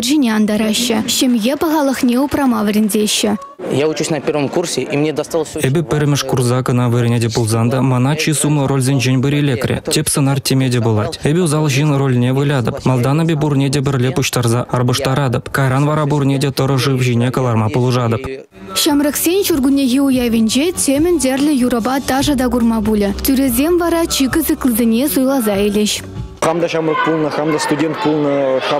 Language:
Chuvash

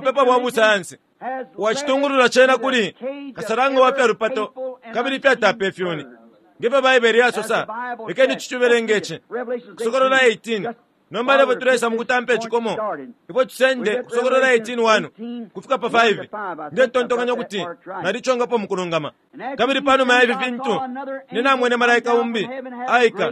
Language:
Bemba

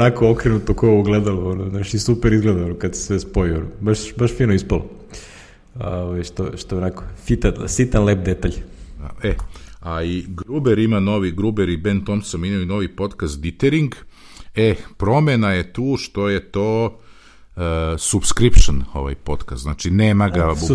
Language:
Serbian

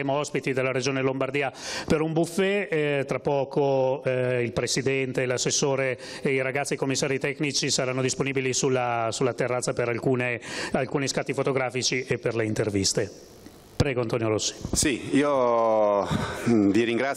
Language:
Italian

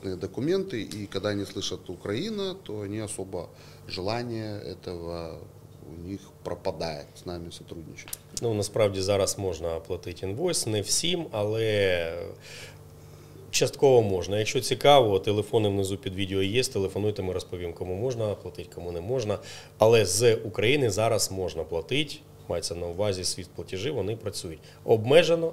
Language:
Ukrainian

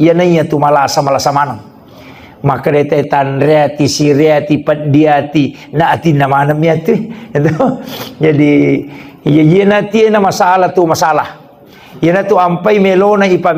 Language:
Buginese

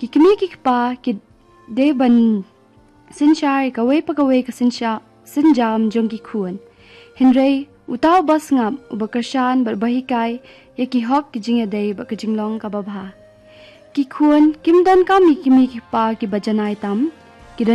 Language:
Khasi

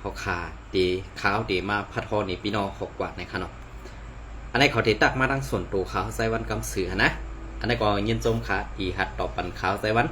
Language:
Shan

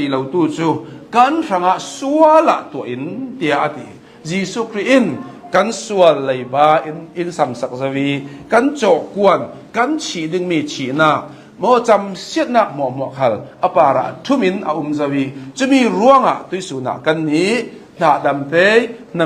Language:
Hakha Chin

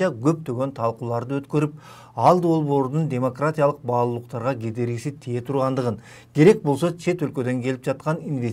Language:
Kyrgyz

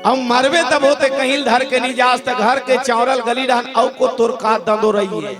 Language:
Chhattisgarhi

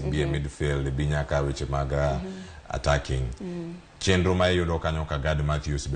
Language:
Luo (Kenya and Tanzania)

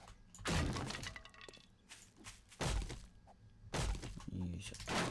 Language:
Japanese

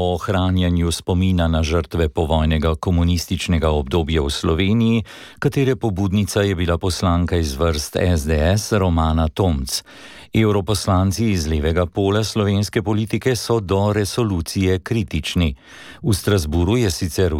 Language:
Slovenian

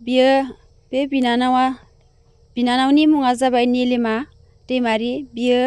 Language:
Bodo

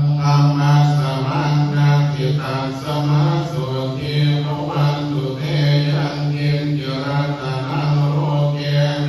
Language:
Pali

